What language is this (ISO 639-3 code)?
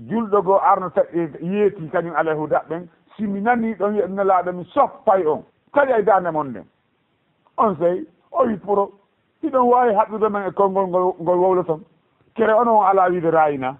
ful